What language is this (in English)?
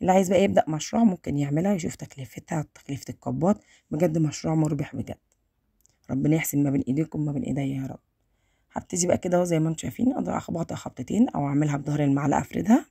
Egyptian Arabic